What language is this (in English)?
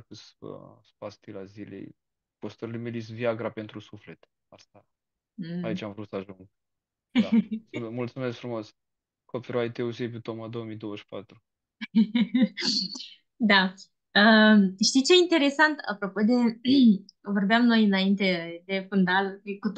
Romanian